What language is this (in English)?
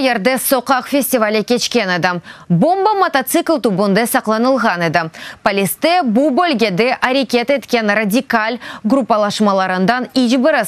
Crimean Tatar